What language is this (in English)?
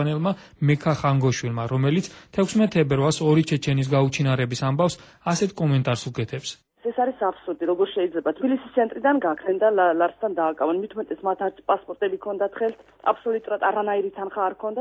Georgian